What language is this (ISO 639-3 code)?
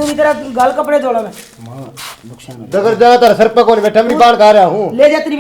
bgc